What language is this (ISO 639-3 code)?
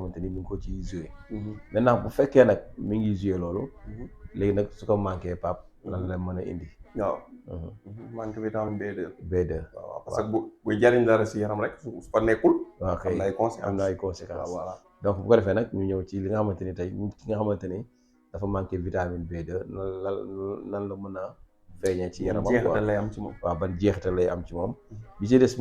wol